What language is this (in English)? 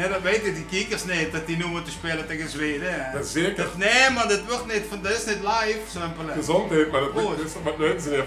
Limburgish